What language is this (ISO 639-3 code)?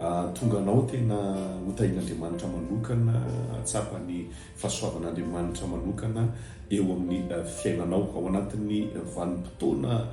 mlg